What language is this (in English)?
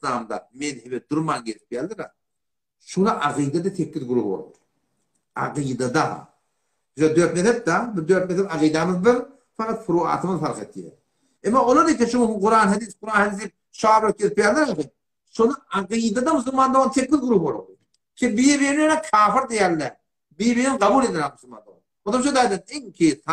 Turkmen